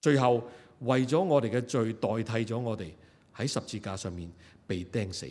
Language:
Cantonese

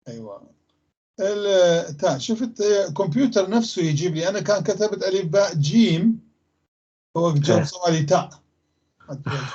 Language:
North Levantine Arabic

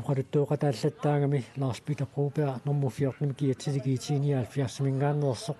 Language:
Kalaallisut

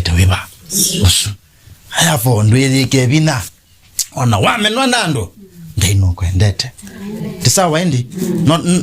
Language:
Kamba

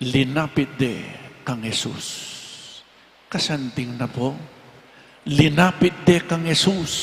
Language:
Pampanga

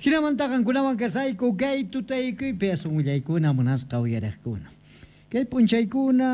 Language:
Quechua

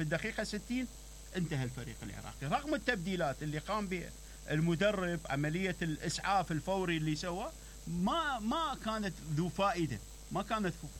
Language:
Mesopotamian Arabic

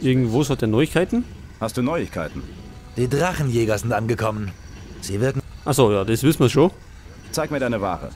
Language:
Bavarian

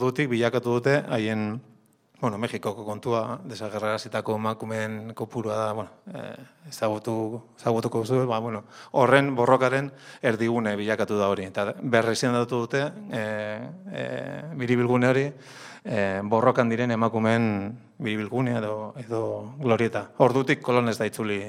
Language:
Basque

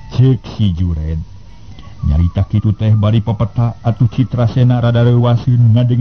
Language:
Sundanese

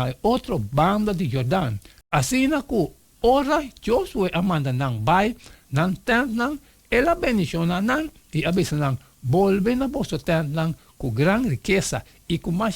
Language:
Papiamento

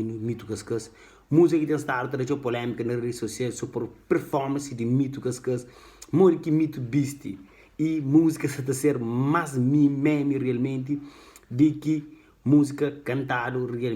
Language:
Kabuverdianu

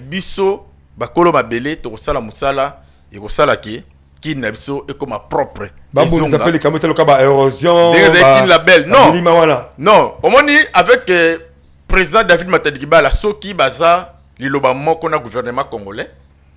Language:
Lingala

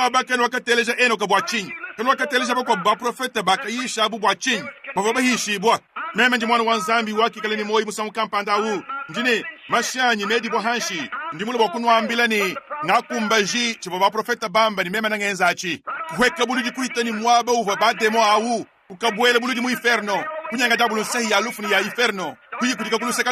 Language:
Luba-Lulua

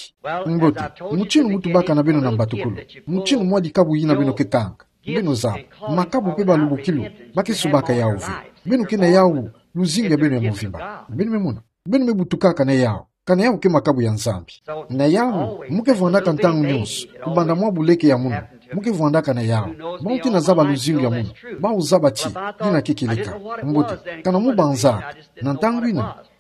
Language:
Kituba (Democratic Republic of Congo)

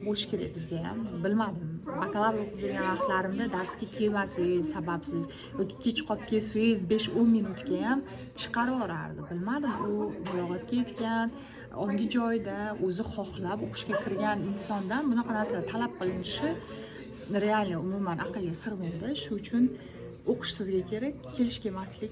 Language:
Uzbek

